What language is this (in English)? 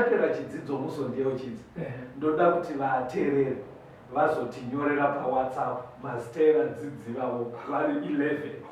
Shona